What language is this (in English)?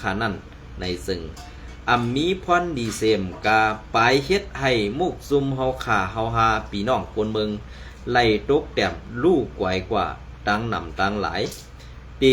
Shan